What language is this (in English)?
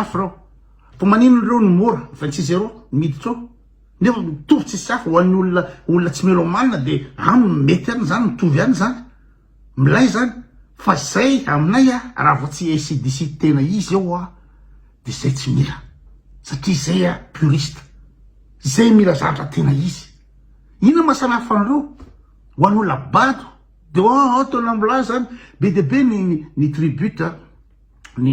Malagasy